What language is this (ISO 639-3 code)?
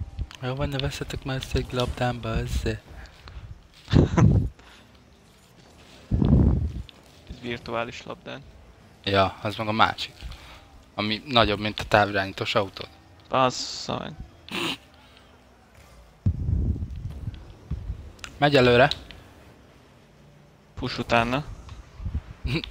hun